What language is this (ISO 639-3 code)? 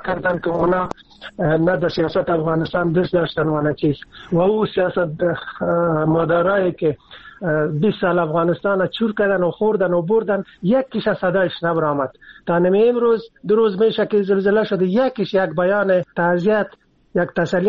fas